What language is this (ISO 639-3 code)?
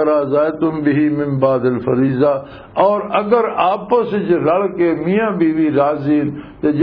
lah